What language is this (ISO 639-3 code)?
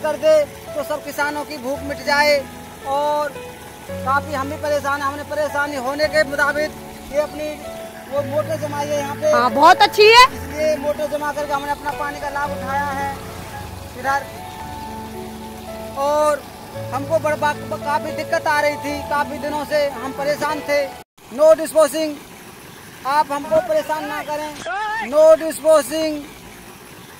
hin